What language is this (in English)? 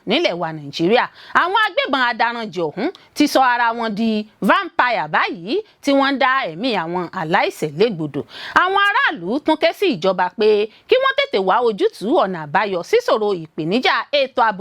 Yoruba